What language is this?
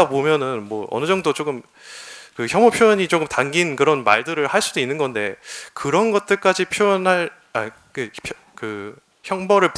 Korean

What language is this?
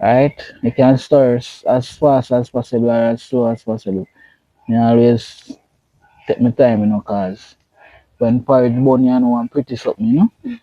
Jamaican Creole English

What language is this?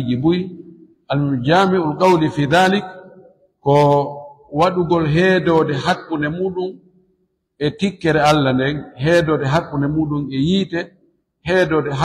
Fula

